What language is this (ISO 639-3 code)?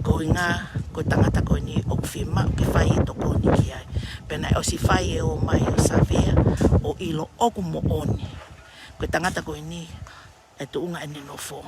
ton